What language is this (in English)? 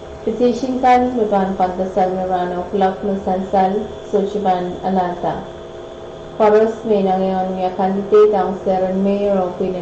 Pohnpeian